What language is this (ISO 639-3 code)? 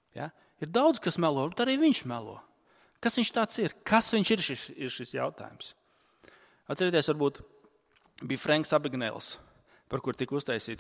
lav